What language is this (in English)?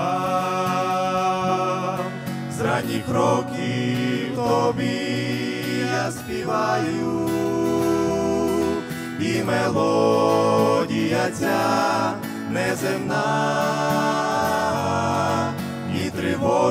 Ukrainian